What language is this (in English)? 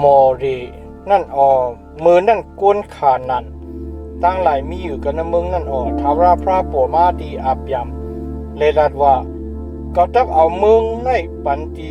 Shan